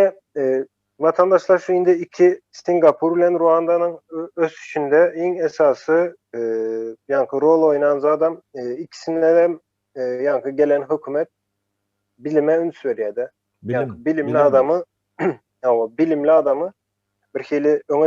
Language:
Turkmen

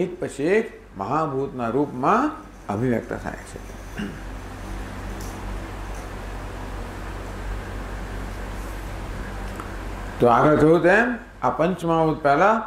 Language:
Gujarati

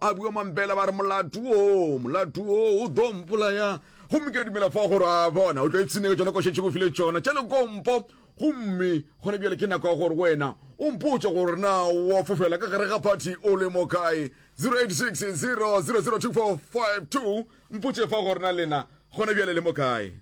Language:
Northern Sotho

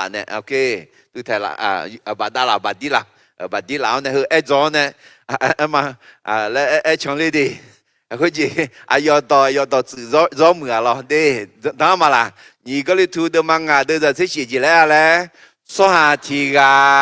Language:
Akha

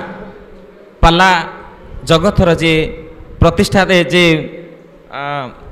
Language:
Odia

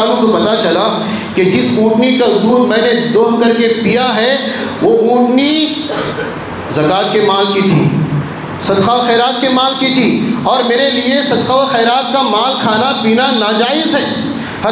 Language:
Urdu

